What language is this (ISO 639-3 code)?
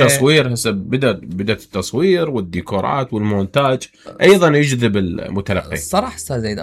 acm